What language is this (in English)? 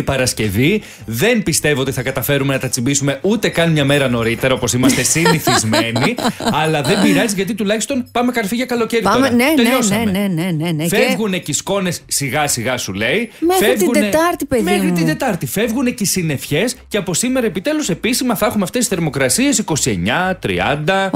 Greek